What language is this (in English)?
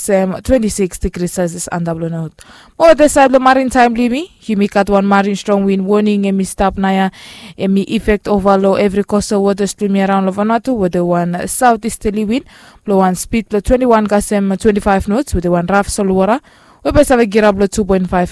Bislama